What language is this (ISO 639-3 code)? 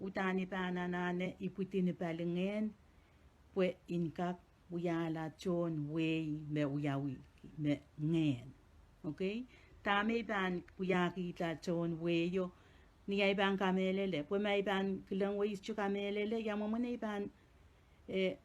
pon